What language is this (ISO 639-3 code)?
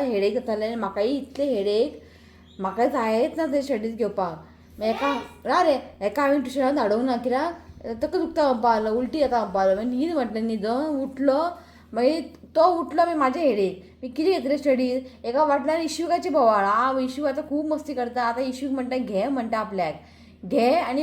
kok